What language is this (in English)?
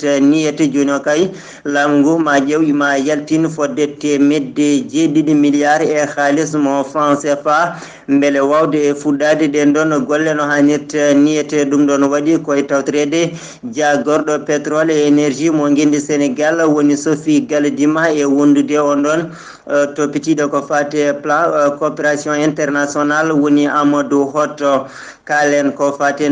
Fula